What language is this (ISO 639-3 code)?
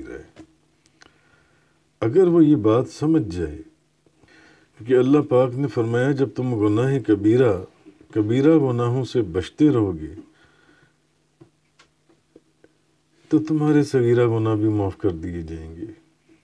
urd